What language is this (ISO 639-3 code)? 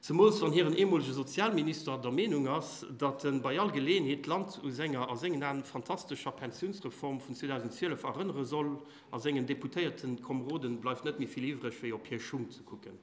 ltz